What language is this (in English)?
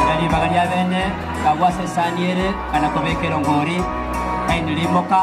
Gusii